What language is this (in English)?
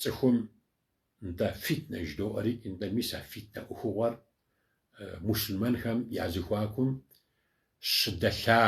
Kabardian